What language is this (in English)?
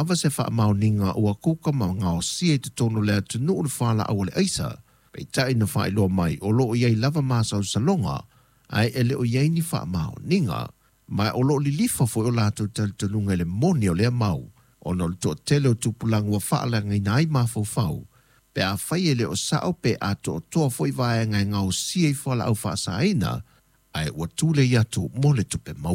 Samoan